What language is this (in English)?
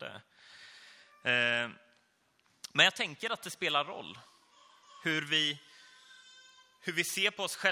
Swedish